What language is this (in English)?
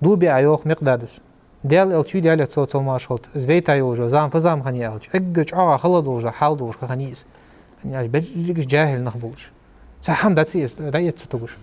Ingush